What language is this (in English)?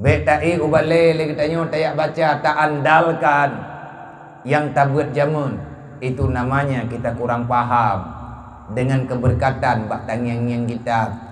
Achinese